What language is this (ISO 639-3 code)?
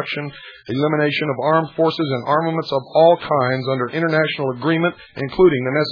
eng